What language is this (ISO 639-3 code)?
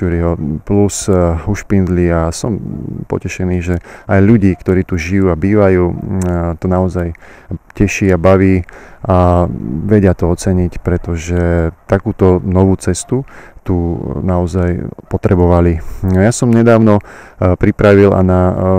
slk